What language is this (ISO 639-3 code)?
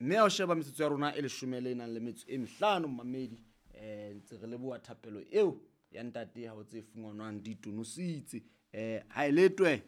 sot